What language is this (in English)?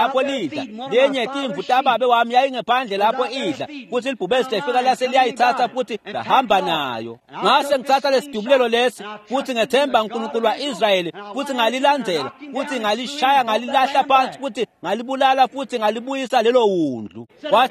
Swati